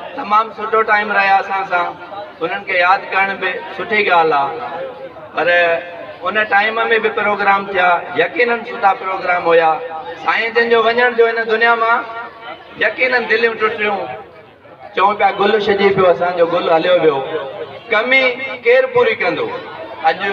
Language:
Sindhi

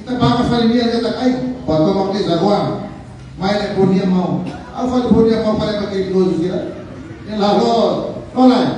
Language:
Tetum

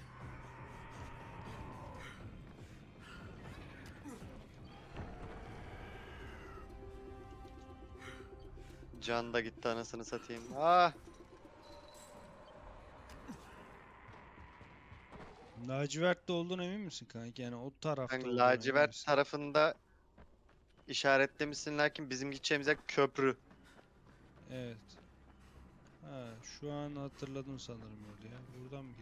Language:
Turkish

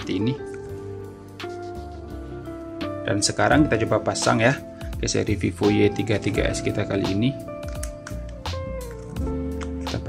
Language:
Indonesian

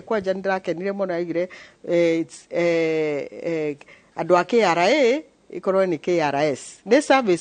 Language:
Kikuyu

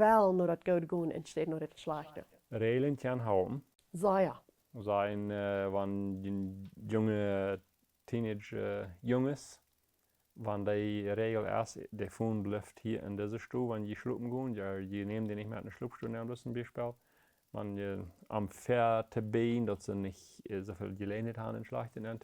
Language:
Plautdietsch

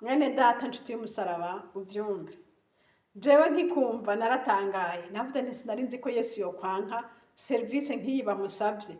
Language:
Rundi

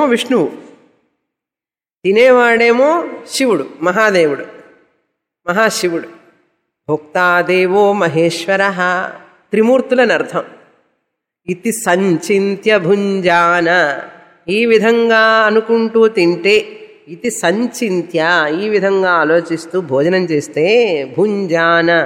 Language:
Telugu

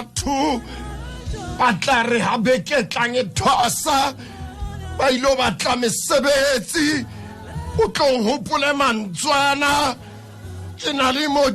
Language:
Southern Sotho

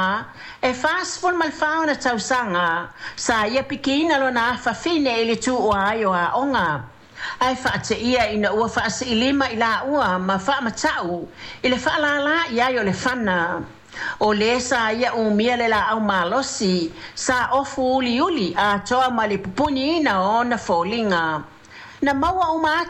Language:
Samoan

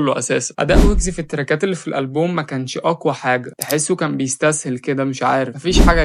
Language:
Egyptian Arabic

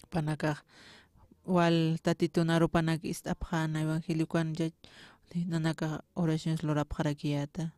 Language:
Aymara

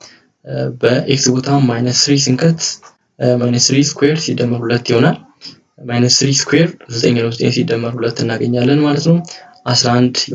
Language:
Amharic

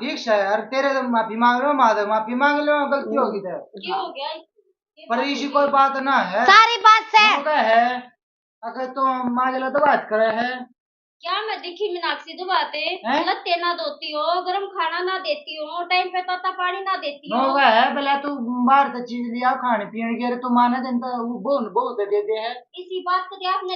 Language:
Haryanvi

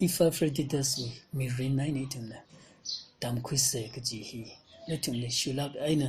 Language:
Tangkhul Naga (India)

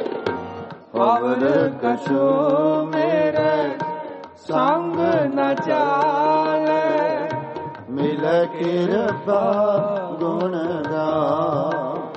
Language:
Punjabi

